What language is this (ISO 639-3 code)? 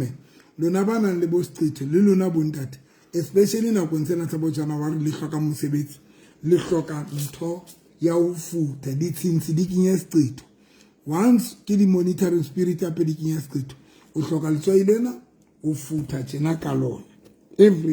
sot